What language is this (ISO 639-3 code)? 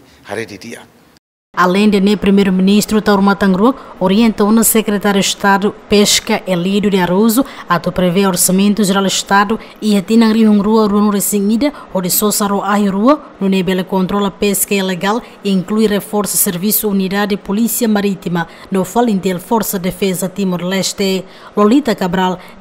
tet